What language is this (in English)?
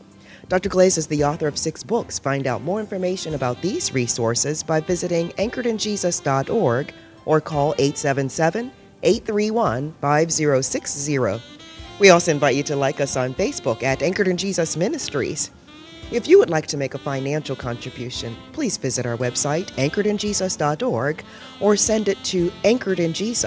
English